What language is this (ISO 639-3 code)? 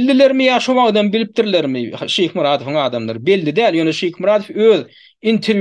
tuk